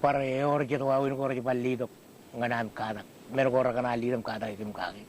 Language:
Marshallese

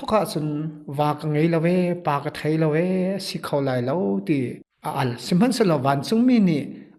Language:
Hakha Chin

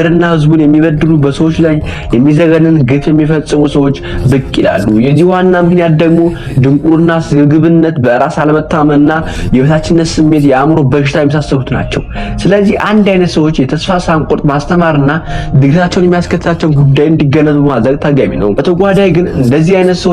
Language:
Amharic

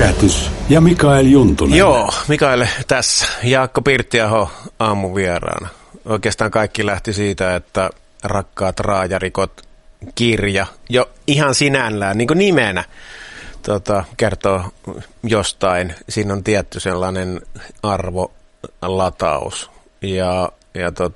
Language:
Finnish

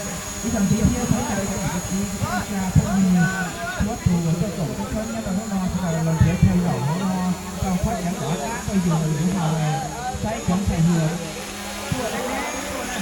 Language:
Hmong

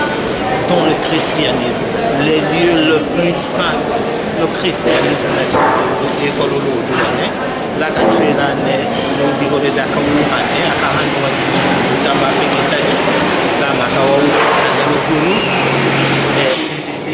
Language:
Tetela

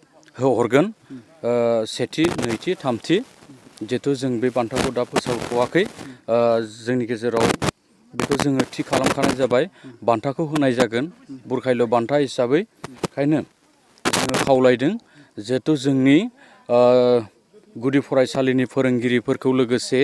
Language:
Bodo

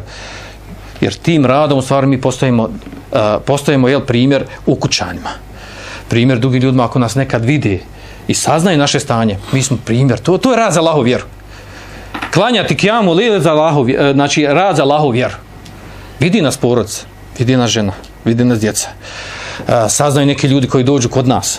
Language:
Bosnian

